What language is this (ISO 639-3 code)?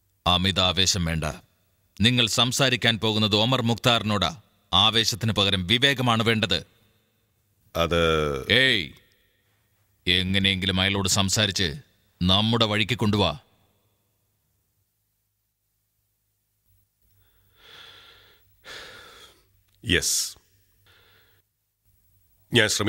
mal